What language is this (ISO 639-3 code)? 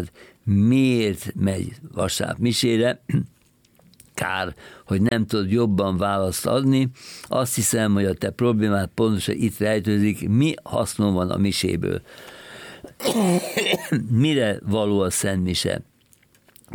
hun